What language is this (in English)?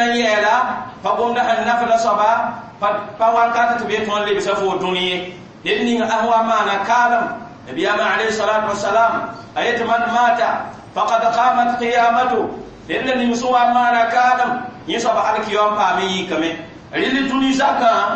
Mossi